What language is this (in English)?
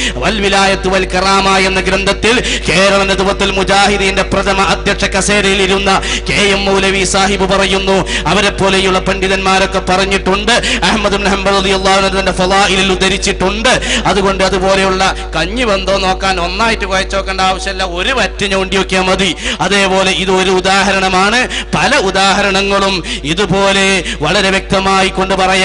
Malayalam